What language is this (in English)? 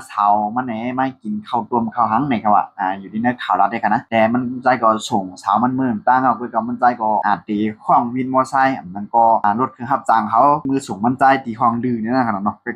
Shan